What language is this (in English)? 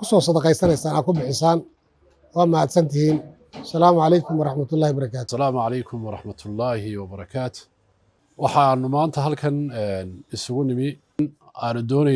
Somali